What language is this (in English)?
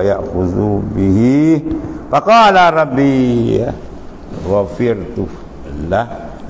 Malay